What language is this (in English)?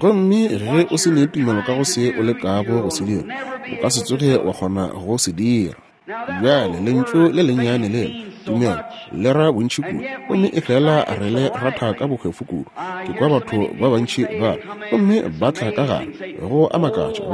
Northern Sotho